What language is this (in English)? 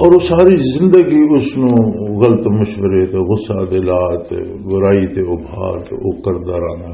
Western Panjabi